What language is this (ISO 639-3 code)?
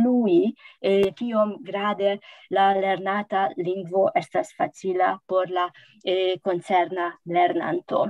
epo